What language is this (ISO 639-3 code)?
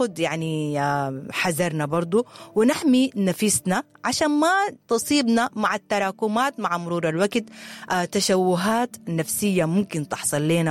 apd